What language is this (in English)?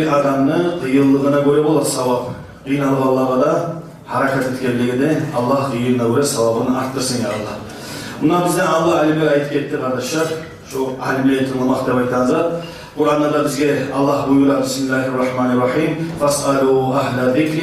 Kumyk